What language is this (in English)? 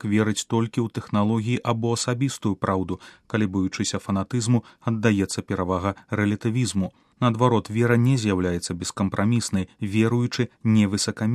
Belarusian